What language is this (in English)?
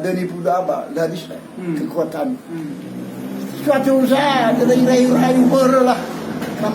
Nias